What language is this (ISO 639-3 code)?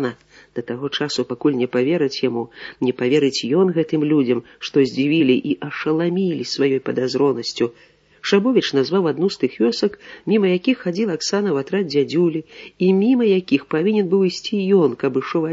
bel